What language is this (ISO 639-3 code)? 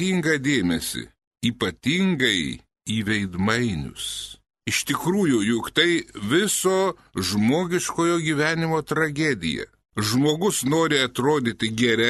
lit